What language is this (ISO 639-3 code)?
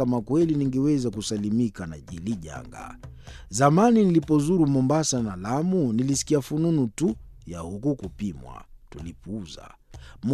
swa